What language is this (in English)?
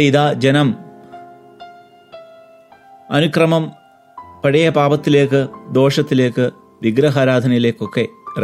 Malayalam